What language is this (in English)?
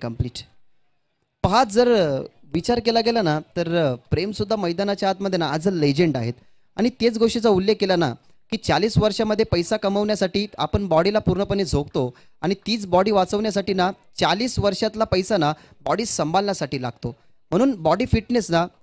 Marathi